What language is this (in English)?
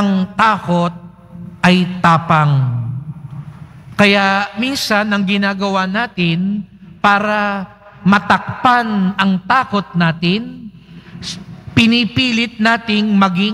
Filipino